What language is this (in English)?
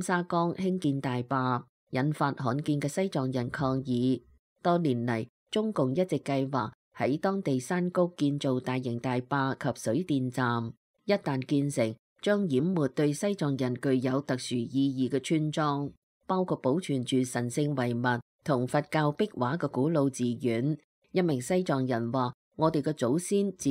Cantonese